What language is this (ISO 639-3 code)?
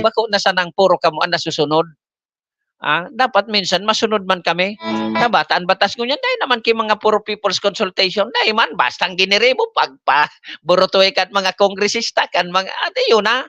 bik